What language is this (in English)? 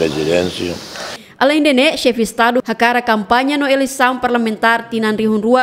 Tetum